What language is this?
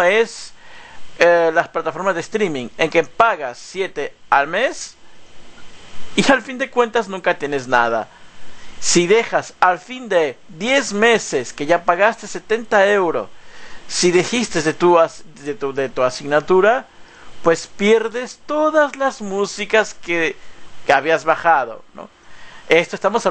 Spanish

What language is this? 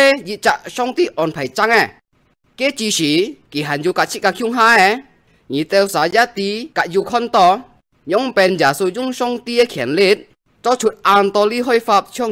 Hakka Chinese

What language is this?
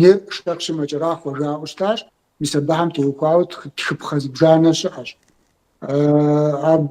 Kabardian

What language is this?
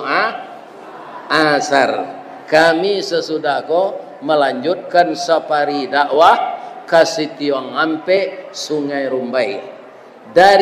Minangkabau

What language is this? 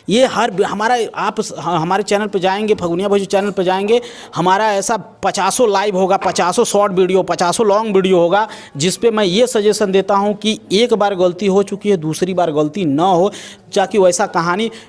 Bhojpuri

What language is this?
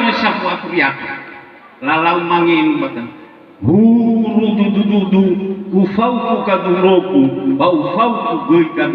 Nias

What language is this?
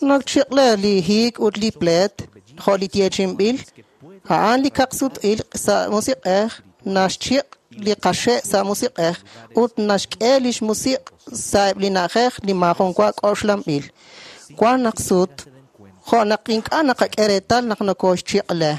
Kekchí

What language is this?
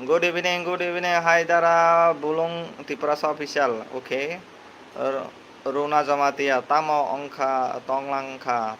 Kok Borok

